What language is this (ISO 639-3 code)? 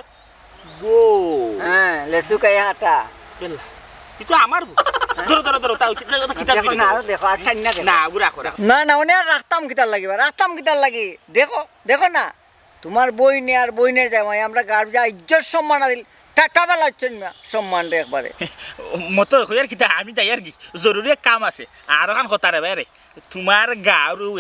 syl